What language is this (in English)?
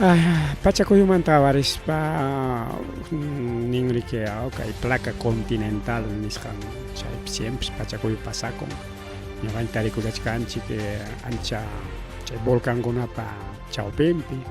Ayacucho Quechua